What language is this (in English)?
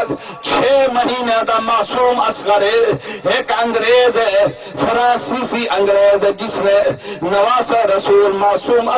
Saraiki